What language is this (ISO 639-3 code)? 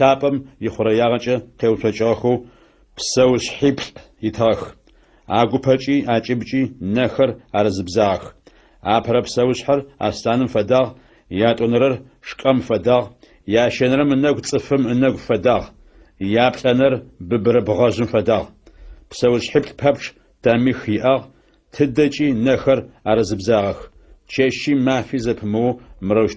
ady